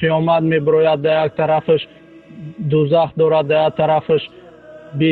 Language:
Tajik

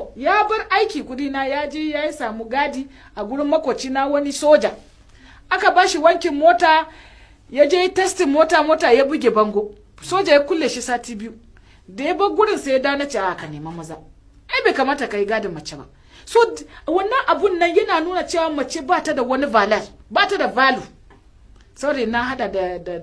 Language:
Hausa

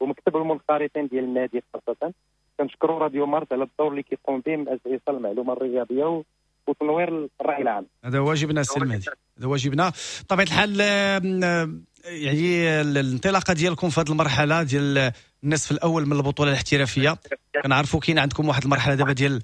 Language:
Moroccan Arabic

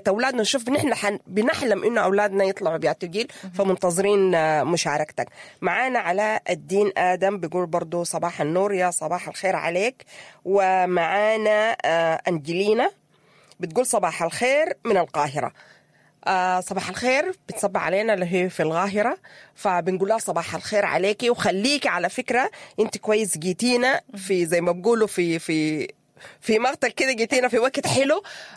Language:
Sudanese Arabic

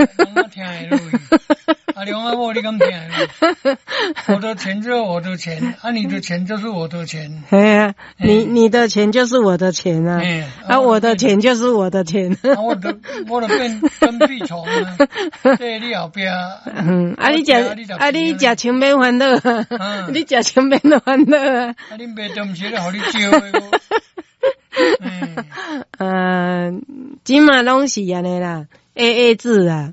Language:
Min Nan Chinese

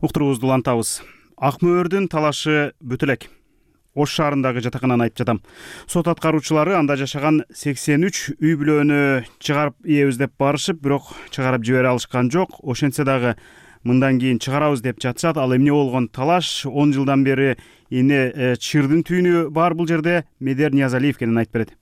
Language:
Kyrgyz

